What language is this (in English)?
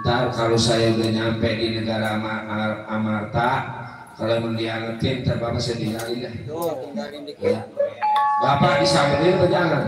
Betawi